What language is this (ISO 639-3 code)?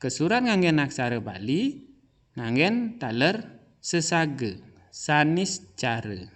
ban